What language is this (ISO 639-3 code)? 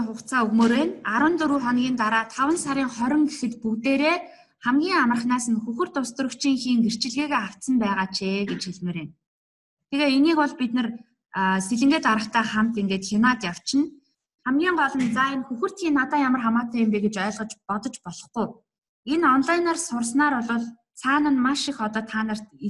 mon